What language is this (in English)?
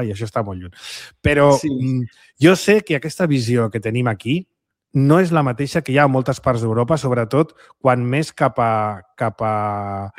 Catalan